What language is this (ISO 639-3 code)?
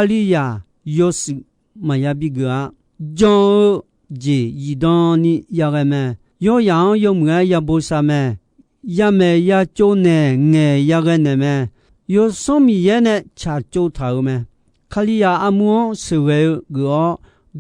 ahk